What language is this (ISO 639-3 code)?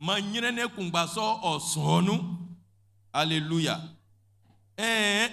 bci